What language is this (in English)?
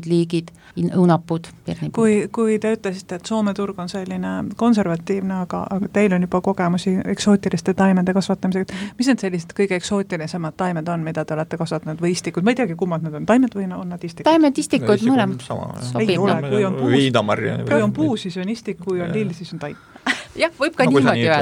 Estonian